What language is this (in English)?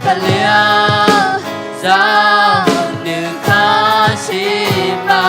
Akha